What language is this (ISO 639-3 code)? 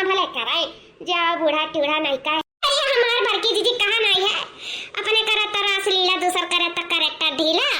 awa